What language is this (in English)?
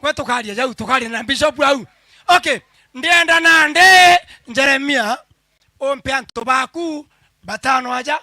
Meru